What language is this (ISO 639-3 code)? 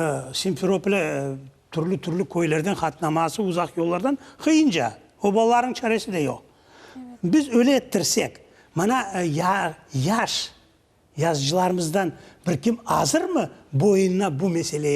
crh